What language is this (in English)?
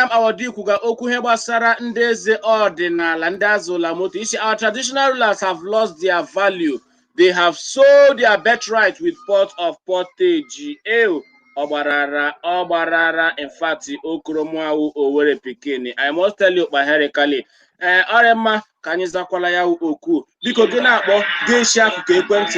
Igbo